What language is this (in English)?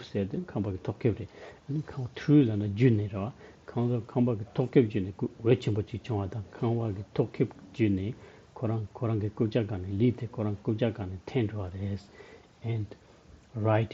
Tibetan